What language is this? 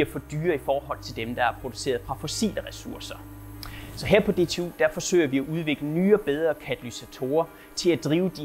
Danish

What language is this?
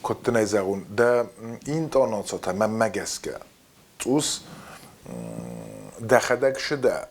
Ossetic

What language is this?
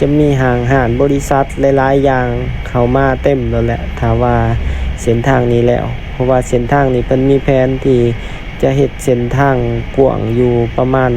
Lao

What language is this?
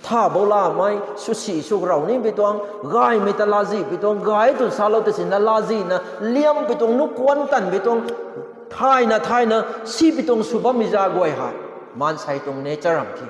Rongmei Naga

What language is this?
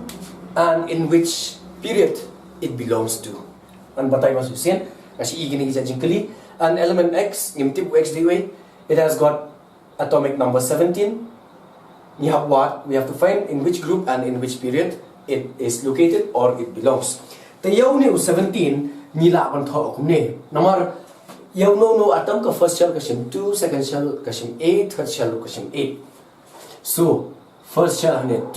Khasi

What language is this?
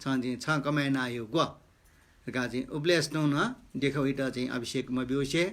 Newari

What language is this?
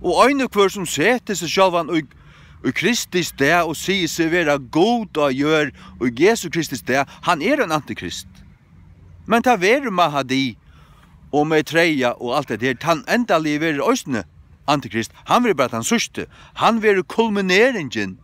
Faroese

